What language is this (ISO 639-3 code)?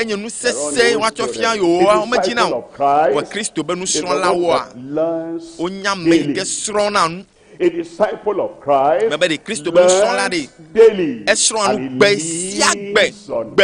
ewe